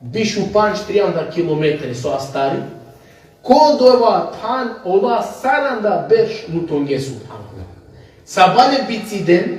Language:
Balkan Romani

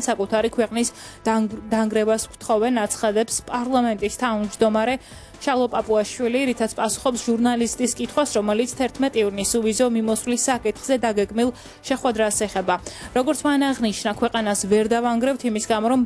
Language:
Georgian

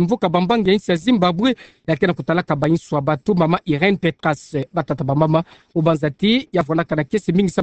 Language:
Kituba (Democratic Republic of Congo)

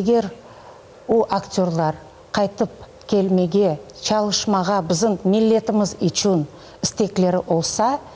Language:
Crimean Tatar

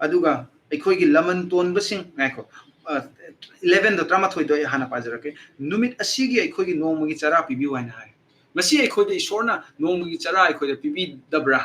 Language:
Manipuri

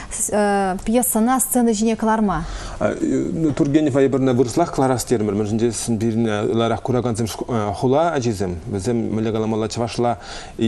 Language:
Chuvash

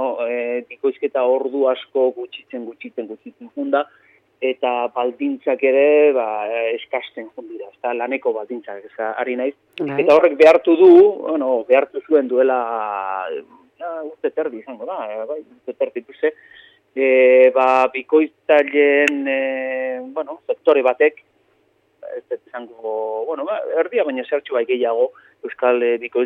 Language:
Basque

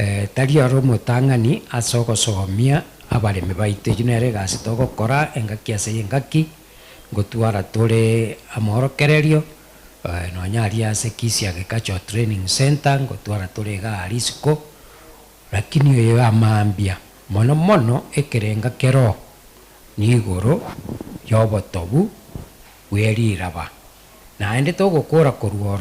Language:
Gusii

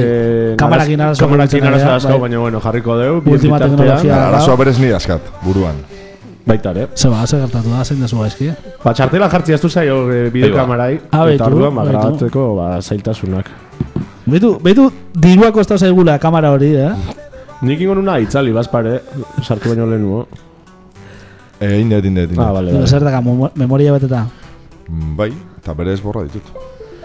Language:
Basque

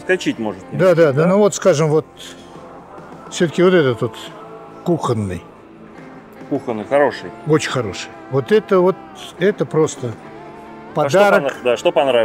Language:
Russian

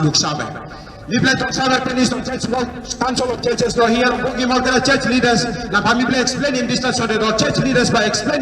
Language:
Tok Pisin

